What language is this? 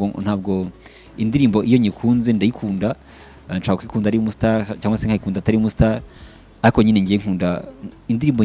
Kinyarwanda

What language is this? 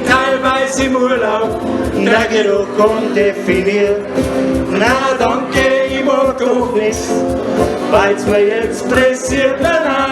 Bavarian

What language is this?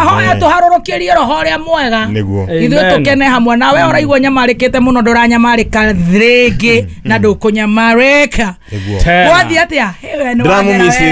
Kikuyu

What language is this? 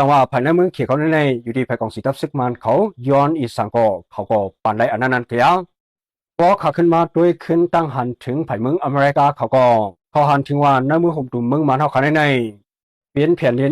Shan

